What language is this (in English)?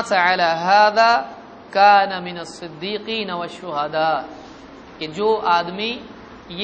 Urdu